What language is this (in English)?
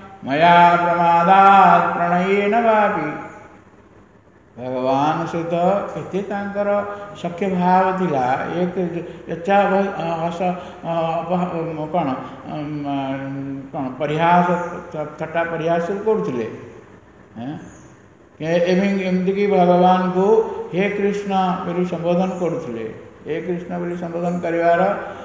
Odia